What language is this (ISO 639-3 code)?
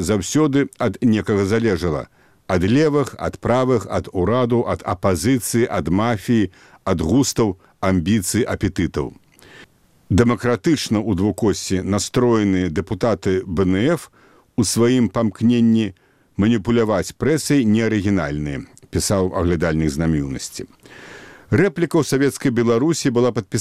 bel